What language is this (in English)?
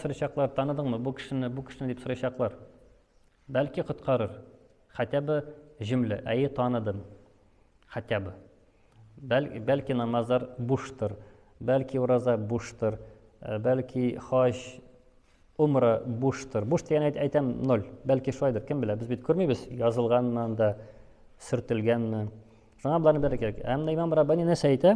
Tatar